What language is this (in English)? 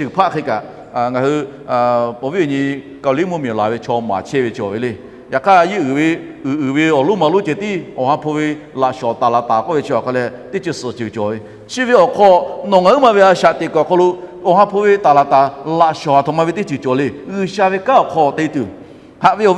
Lahu